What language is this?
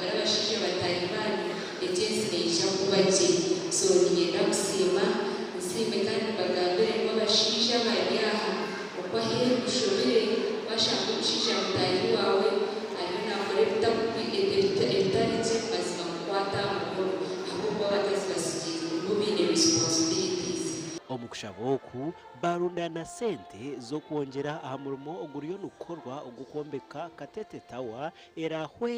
Nyankole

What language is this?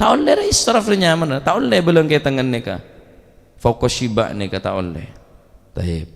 Madurese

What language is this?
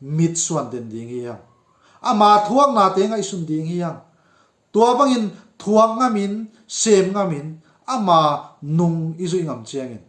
Tedim Chin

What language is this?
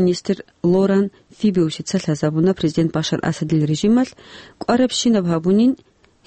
Avaric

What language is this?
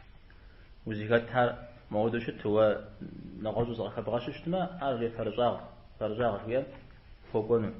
Kabardian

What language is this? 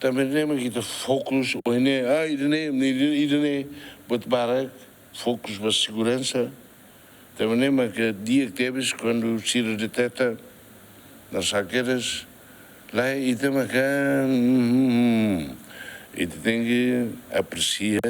Tetum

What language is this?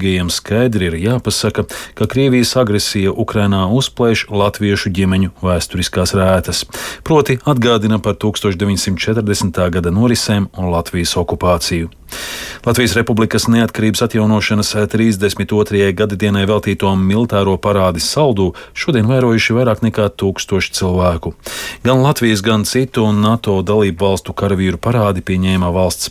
Latvian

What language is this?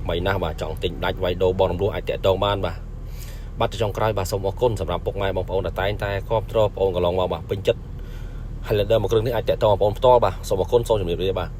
Khmer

